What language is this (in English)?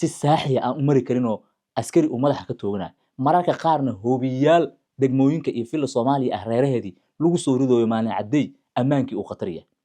Somali